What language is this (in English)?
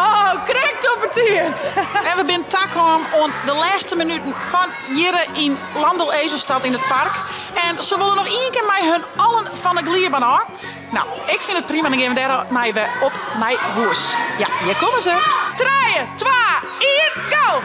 Western Frisian